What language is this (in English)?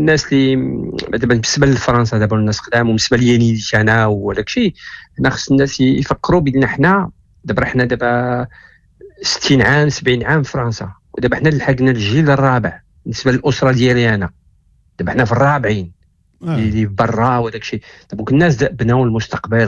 Moroccan Arabic